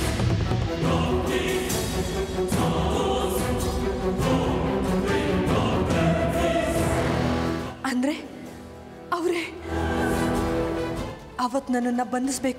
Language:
Kannada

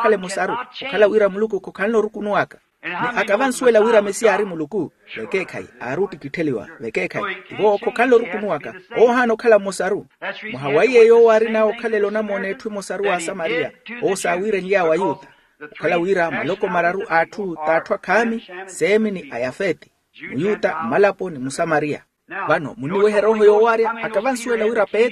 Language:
Makhuwa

